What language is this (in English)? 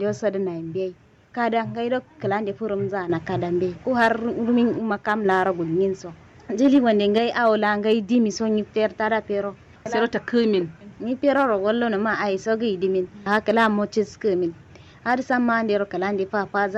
Kanuri